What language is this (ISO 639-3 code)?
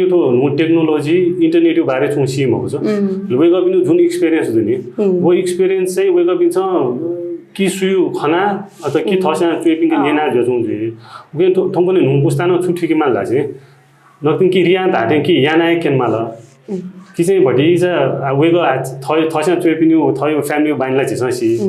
new